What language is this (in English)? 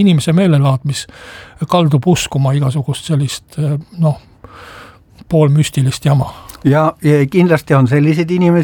Estonian